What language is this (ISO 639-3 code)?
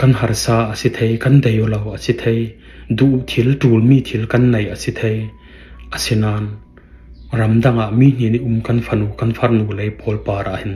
cfm